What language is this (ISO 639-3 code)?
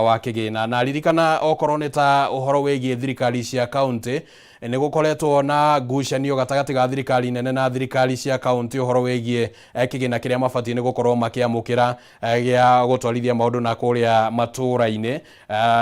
kik